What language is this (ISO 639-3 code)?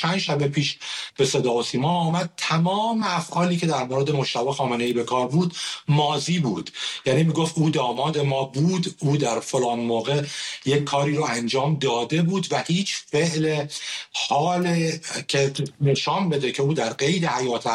fas